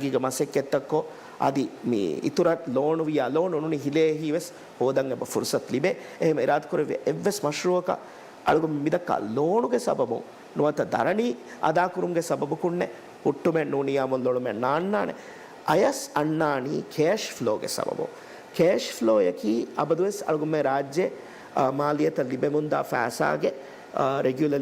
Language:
Divehi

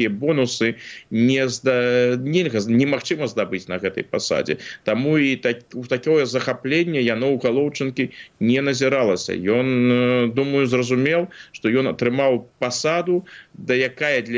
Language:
Belarusian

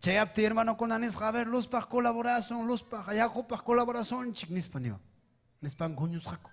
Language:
Ayacucho Quechua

